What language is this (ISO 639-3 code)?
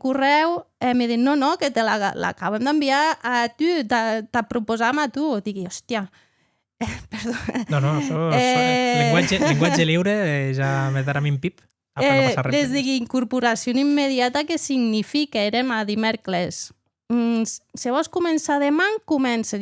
oci